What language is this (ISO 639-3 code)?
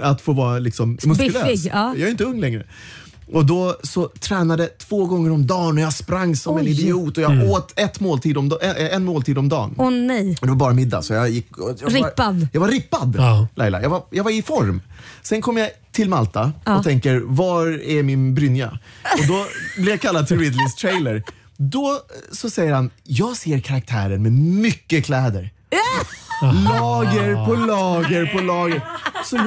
swe